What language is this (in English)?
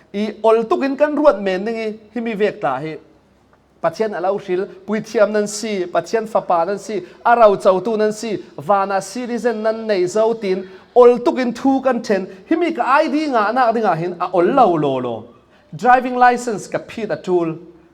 Falam Chin